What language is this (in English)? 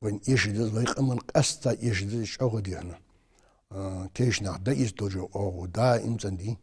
Ingush